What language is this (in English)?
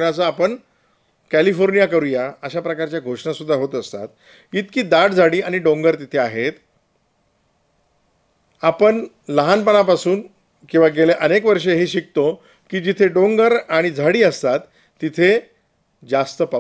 Marathi